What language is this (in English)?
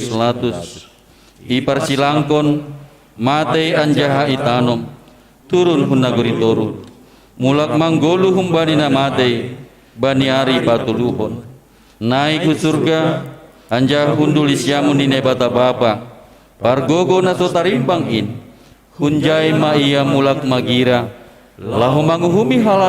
Batak Simalungun